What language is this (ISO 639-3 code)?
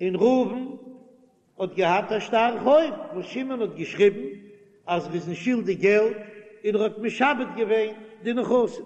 yid